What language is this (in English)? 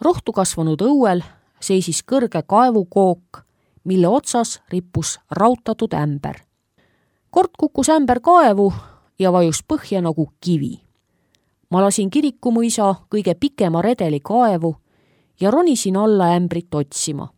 Estonian